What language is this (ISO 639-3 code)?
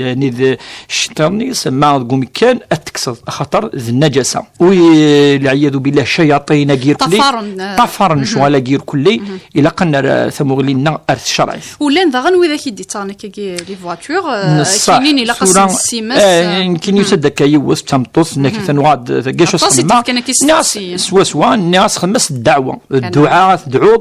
kab